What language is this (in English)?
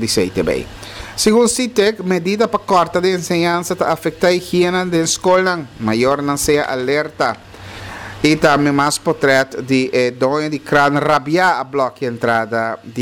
Papiamento